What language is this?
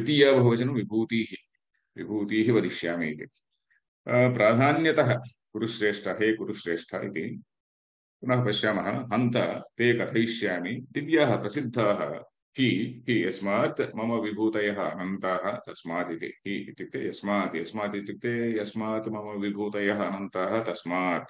Sanskrit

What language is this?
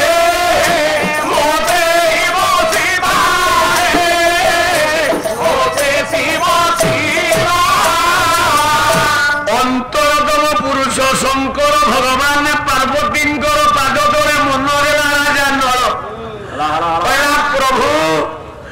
Odia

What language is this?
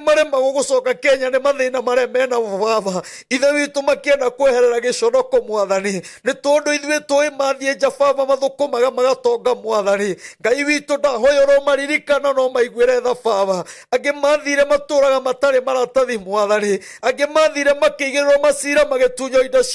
Kikuyu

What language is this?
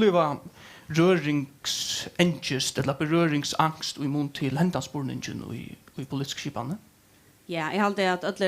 Faroese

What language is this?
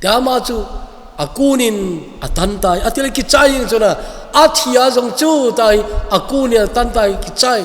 Thado Chin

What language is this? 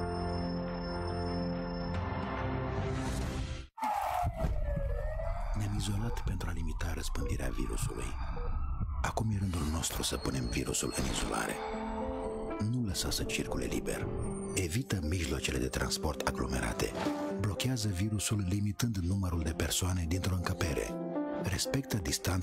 Romanian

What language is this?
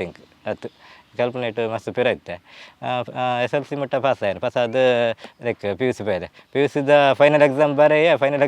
Tulu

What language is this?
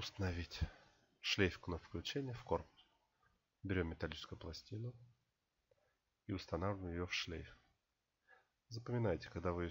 Russian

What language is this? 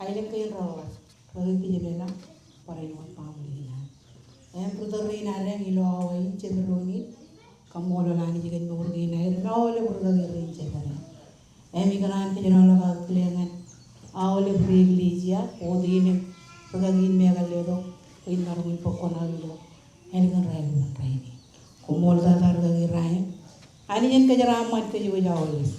Marshallese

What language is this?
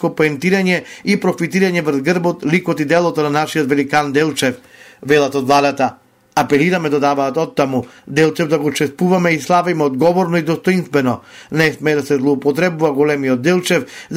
Macedonian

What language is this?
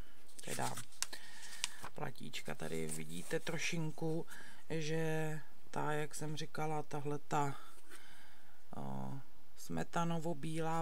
Czech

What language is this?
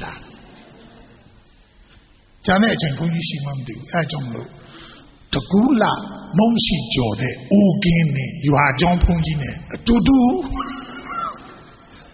Burmese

